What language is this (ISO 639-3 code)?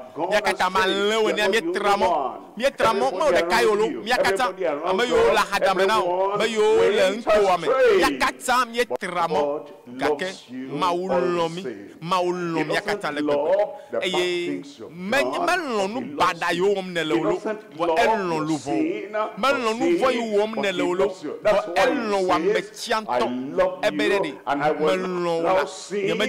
ewe